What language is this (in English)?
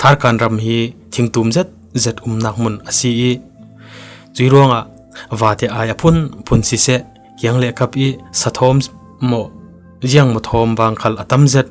Falam Chin